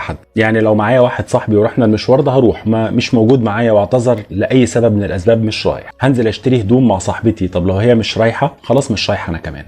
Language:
Egyptian Arabic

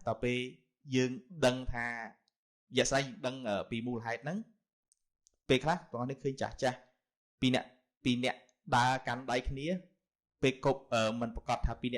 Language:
Khmer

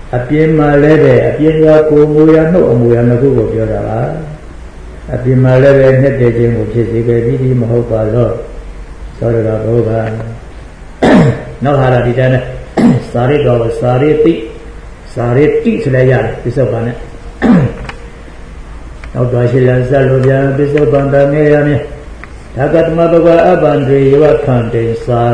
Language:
Burmese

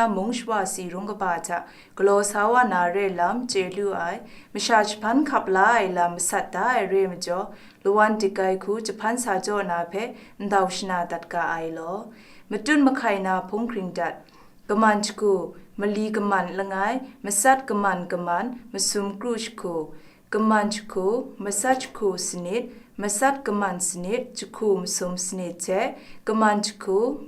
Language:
Kachin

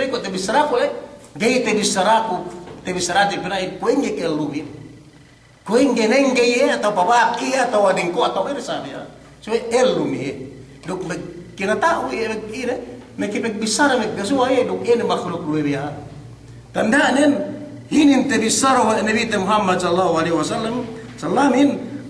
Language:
Yakan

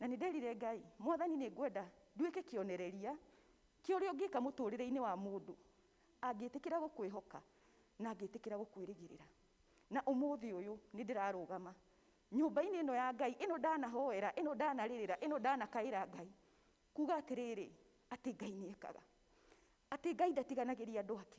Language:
Kikuyu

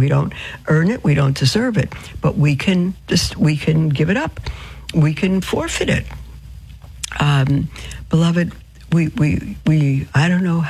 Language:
English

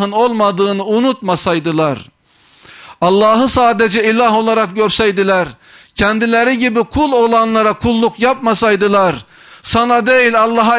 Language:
Turkish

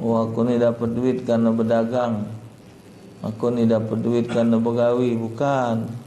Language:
Musi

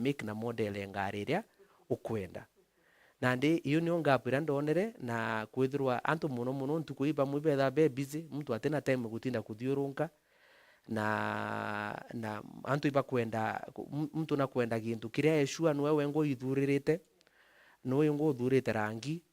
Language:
Meru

